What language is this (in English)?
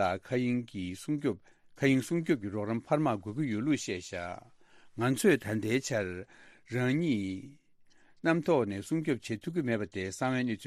Tibetan